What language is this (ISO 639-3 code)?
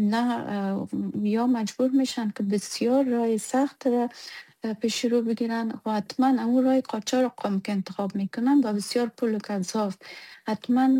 fas